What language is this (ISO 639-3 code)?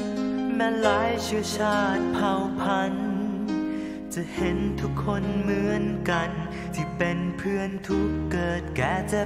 tha